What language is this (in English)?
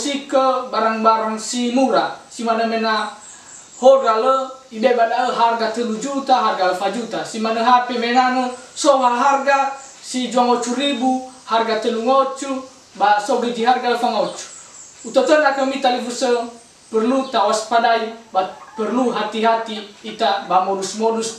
Nias